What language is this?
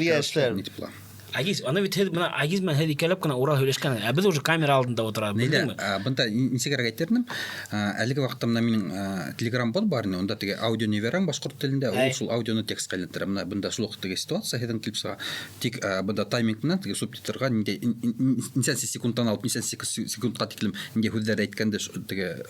Bashkir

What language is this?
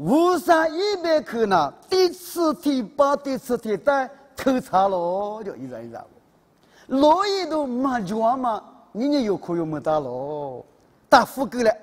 Lisu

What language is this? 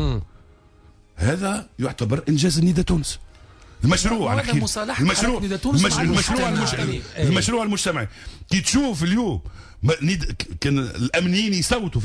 Tunisian Arabic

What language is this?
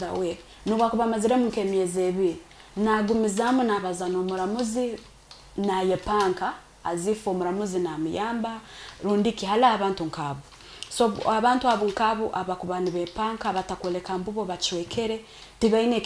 Nyoro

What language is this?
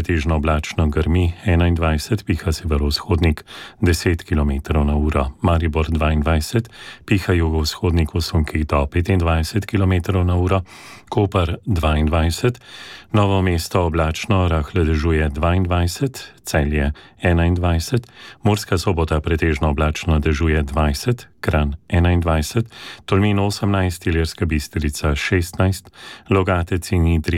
Slovenian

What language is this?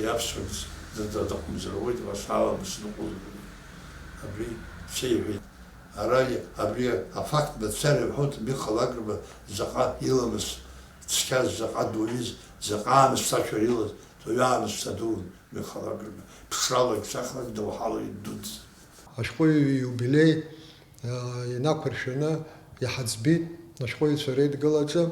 Abkhazian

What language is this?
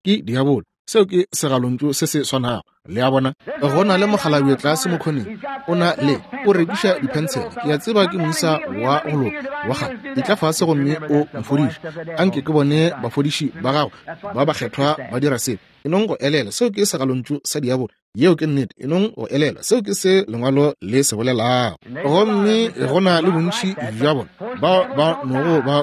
Northern Sotho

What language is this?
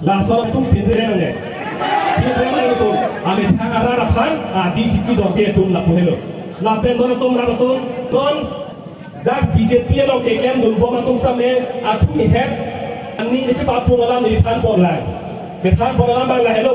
Karbi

